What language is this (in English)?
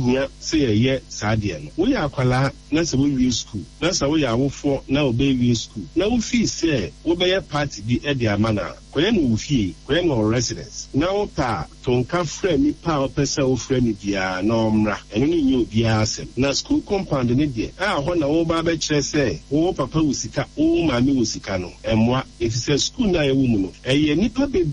Akan